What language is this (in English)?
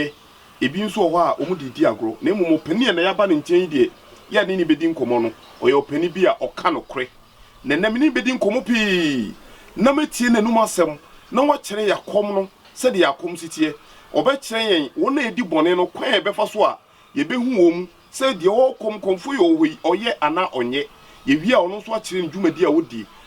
Akan